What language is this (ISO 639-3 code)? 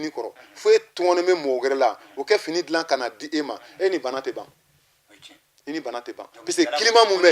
bam